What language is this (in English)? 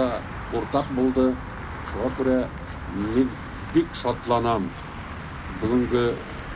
Bashkir